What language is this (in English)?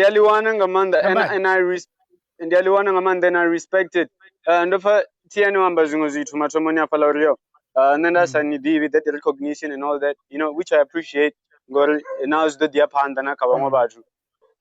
Venda